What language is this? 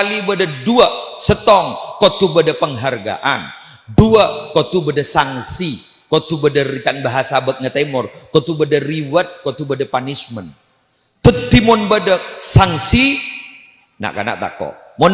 Madurese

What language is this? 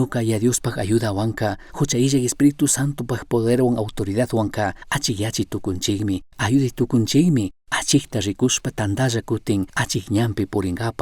Chimborazo Highland Quichua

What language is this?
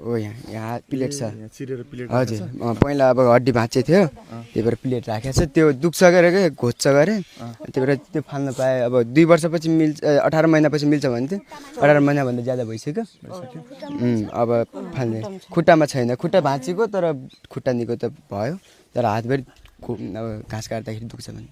Nepali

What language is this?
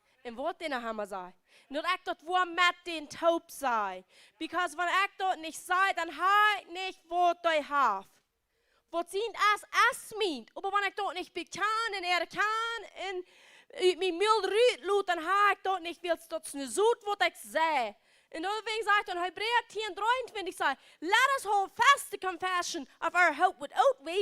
Plautdietsch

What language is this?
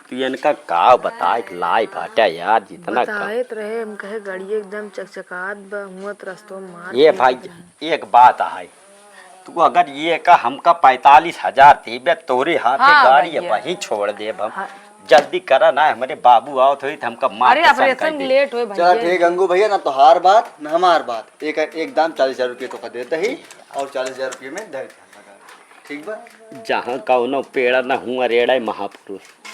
Awadhi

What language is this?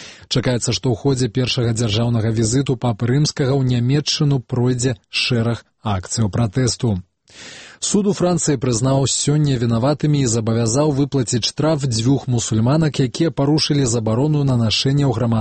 Belarusian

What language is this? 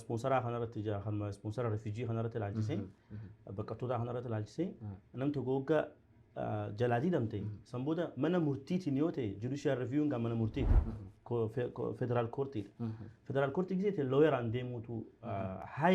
Oromo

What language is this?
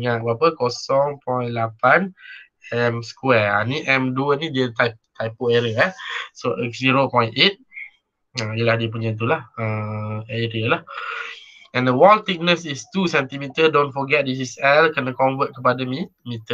Malay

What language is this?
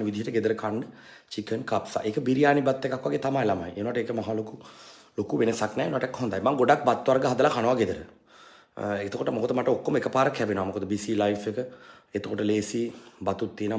Sinhala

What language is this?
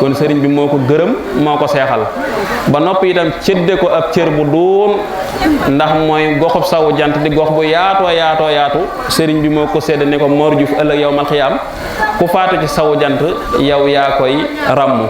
Wolof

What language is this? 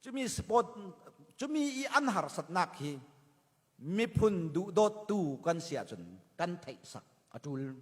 Falam Chin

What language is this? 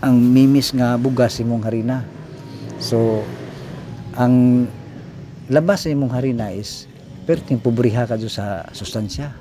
Cebuano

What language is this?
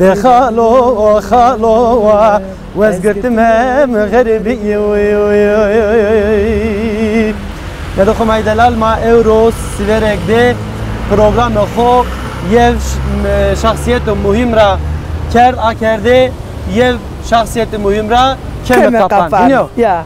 Zaza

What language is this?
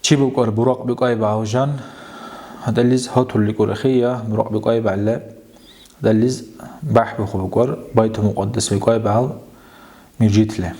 Dargwa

